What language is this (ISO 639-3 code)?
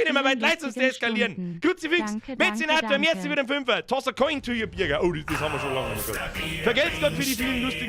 bar